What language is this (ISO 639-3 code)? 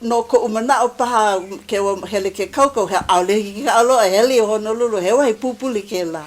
haw